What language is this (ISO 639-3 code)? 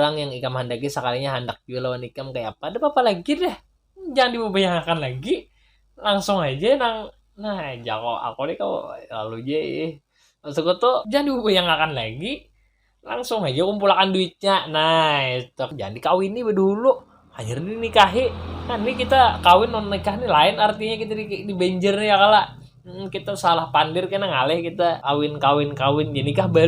bjn